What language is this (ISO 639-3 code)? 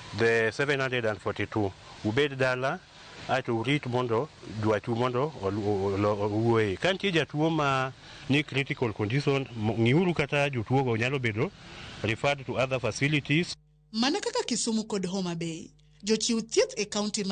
luo